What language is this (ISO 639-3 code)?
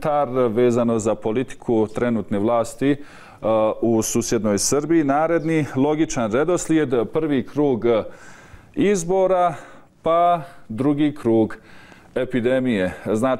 srp